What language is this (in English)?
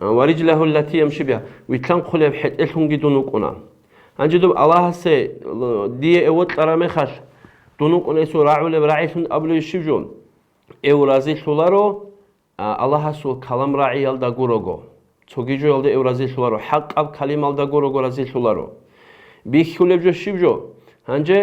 Avaric